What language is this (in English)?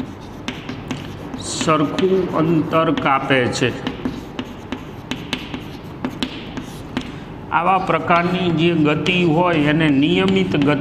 Gujarati